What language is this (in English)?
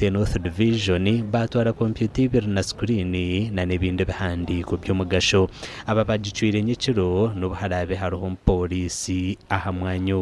Nyankole